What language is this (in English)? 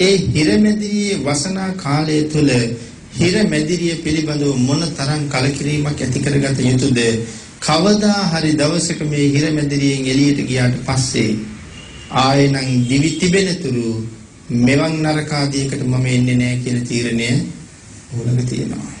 Sinhala